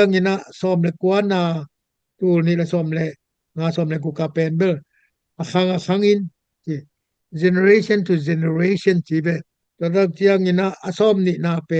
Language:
Tedim Chin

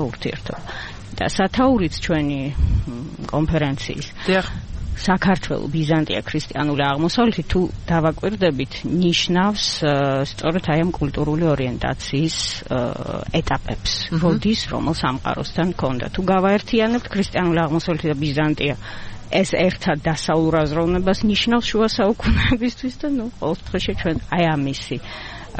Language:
Georgian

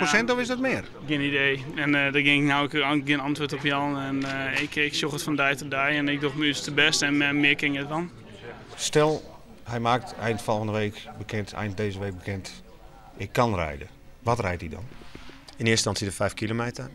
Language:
Western Frisian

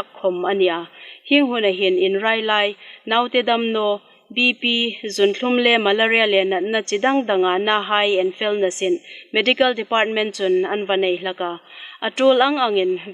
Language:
Hmar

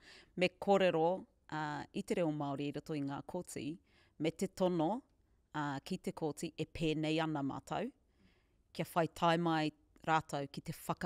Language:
Māori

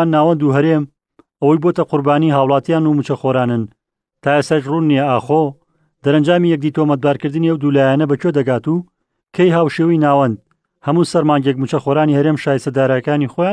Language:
Central Kurdish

